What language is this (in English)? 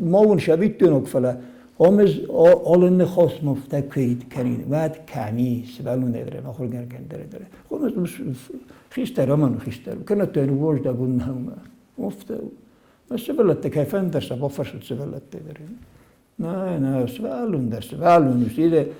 Ossetic